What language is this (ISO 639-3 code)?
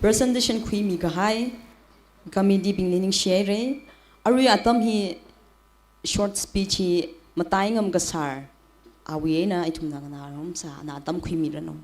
nmf